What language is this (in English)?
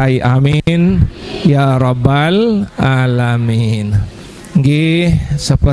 Sasak